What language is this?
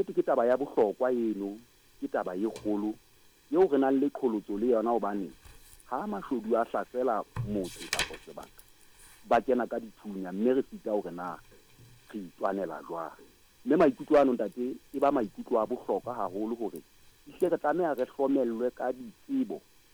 Southern Sotho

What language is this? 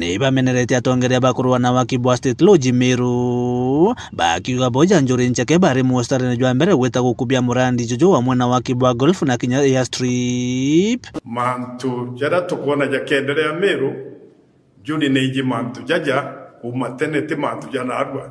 Meru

